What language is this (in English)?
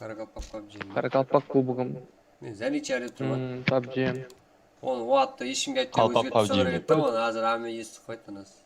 Kara-Kalpak